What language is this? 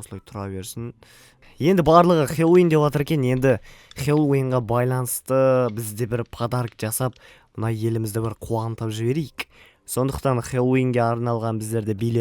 Kazakh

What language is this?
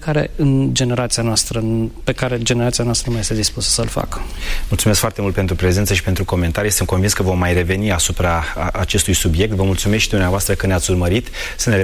Romanian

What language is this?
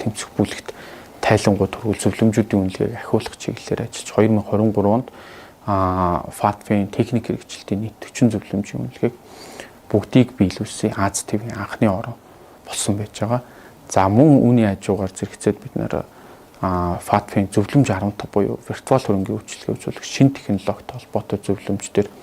Mongolian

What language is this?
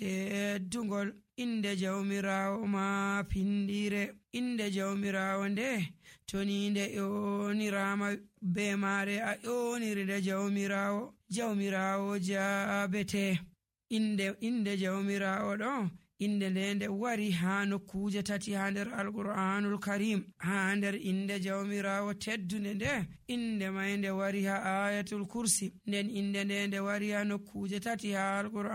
Nigerian Fulfulde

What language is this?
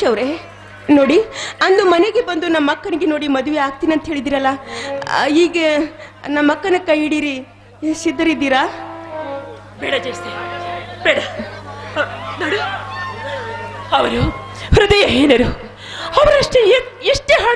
Kannada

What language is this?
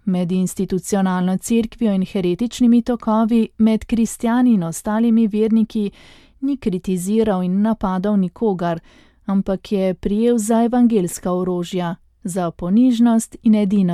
Slovenian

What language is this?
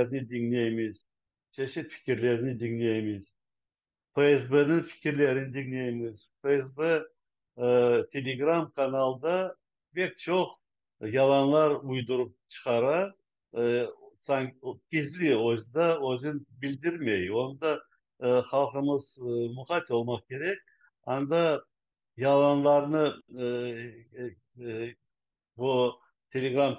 Crimean Tatar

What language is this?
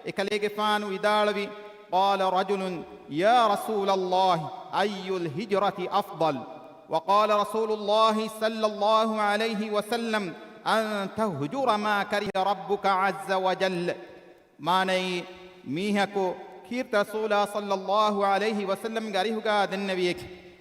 Divehi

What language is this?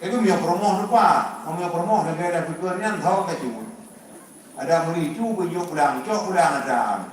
Achinese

